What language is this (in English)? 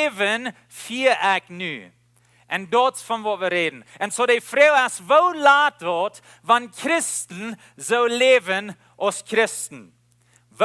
Plautdietsch